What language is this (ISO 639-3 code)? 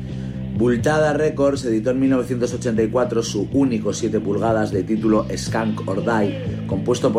spa